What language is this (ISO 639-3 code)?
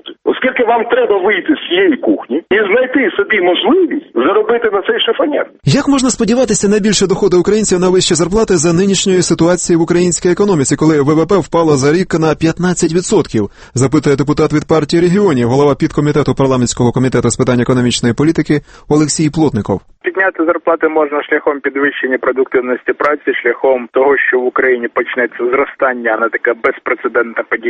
ukr